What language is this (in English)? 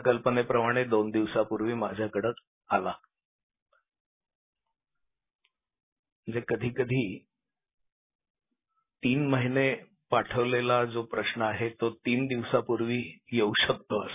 Marathi